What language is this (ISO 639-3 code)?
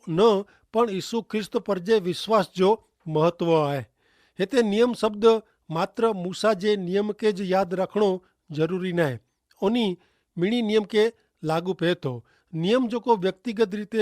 kfr